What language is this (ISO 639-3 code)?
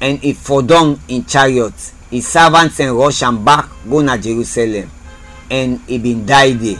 kri